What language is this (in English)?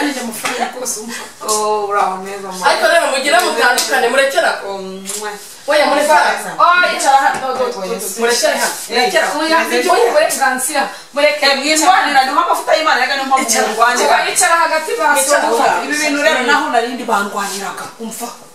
Kinyarwanda